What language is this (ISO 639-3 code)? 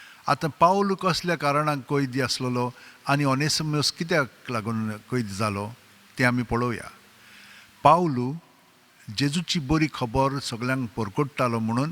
kok